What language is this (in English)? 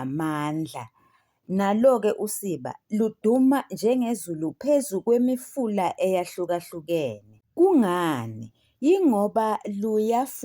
Zulu